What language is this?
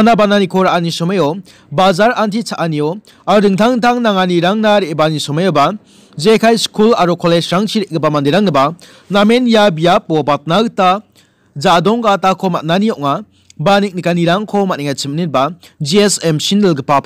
Garo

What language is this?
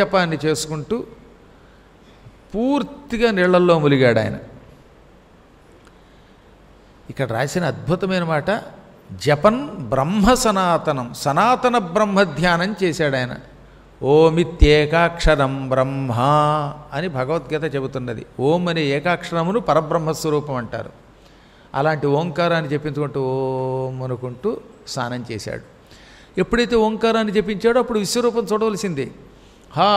Telugu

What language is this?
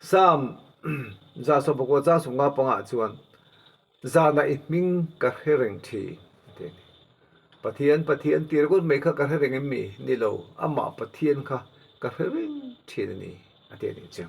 Mizo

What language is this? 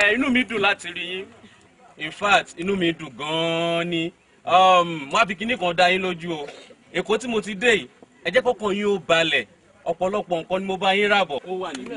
Yoruba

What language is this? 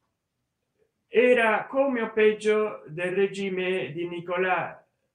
Italian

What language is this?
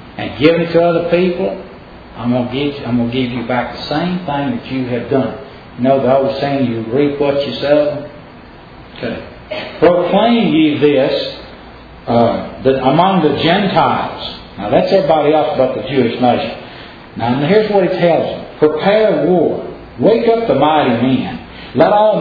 English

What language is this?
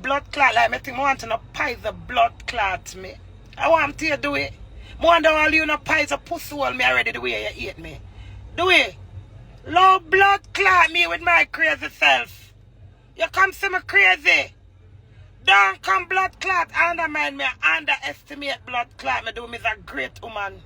Jamaican Creole English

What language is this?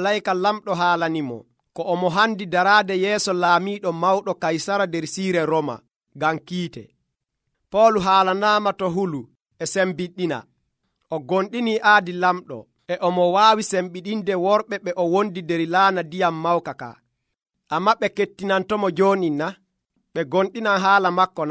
Nigerian Fulfulde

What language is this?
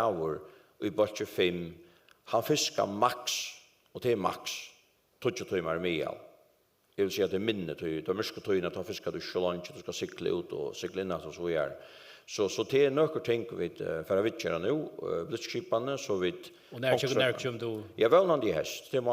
Faroese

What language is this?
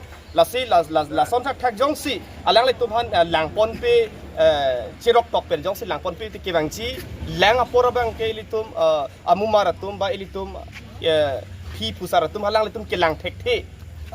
Karbi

